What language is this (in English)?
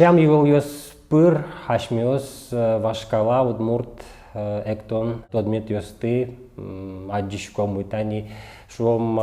Udmurt